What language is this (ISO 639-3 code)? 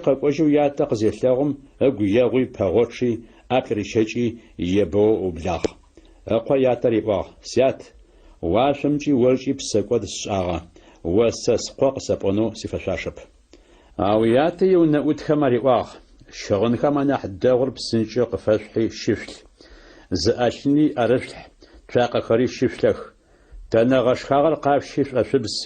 ady